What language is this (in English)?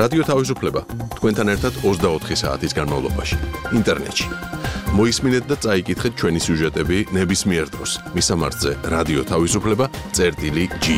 Georgian